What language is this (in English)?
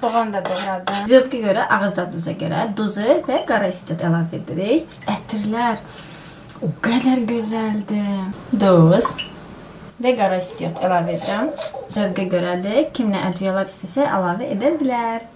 Azerbaijani